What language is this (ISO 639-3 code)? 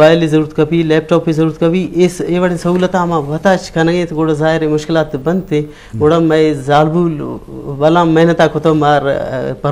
bgp